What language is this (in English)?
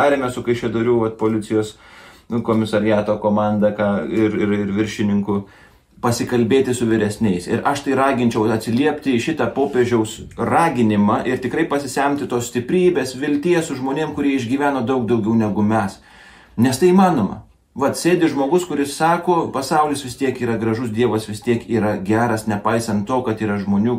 Lithuanian